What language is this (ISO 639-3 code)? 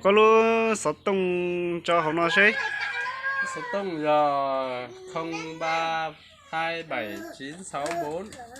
hmn